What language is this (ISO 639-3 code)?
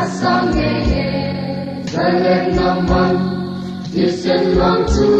lus